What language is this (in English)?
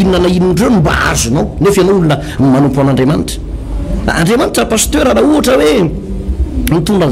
Malagasy